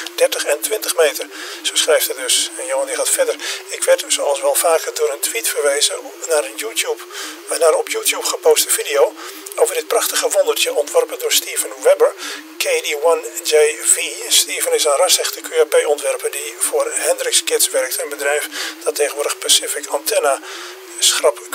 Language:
Dutch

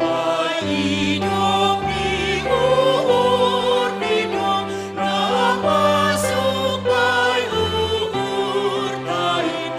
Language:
Batak Simalungun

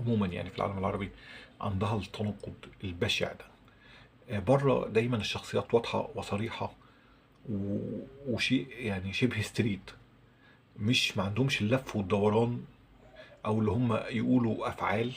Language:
Egyptian Arabic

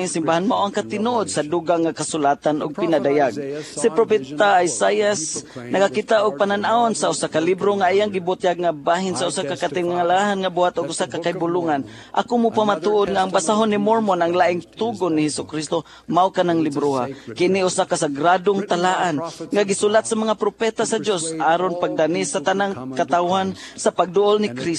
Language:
Cebuano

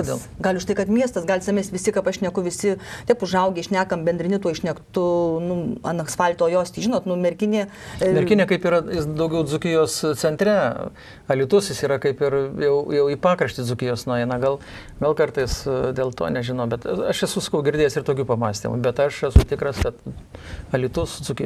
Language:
Lithuanian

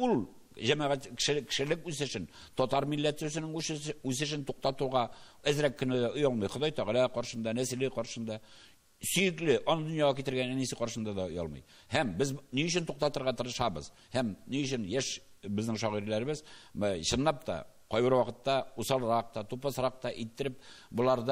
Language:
Tatar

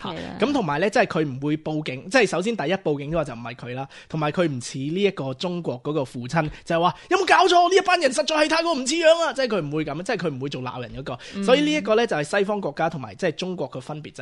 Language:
Cantonese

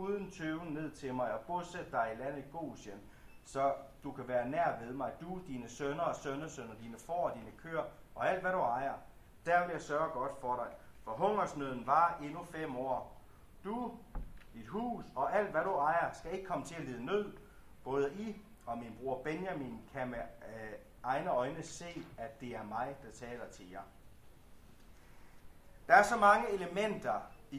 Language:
Danish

